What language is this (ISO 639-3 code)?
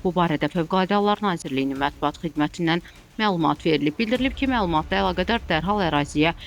aze